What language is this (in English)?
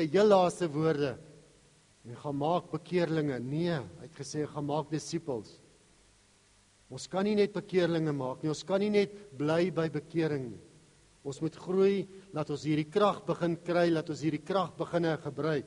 Afrikaans